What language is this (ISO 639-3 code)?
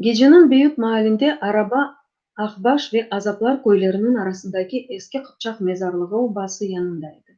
crh